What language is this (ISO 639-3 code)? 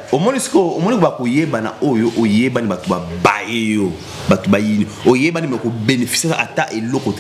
lin